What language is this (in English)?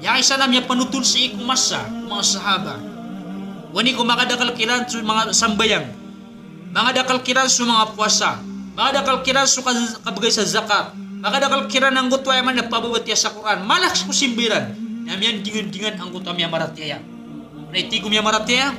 Maranao